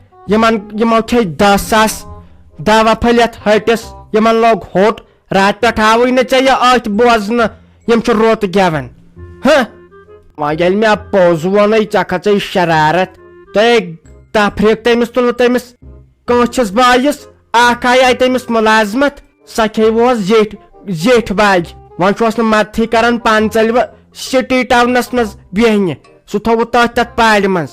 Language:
Kashmiri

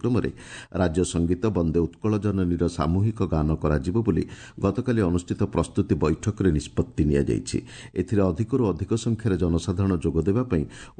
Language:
Odia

